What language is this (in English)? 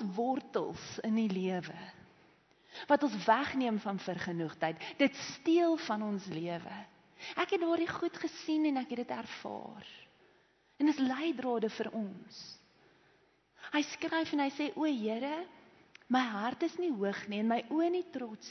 Afrikaans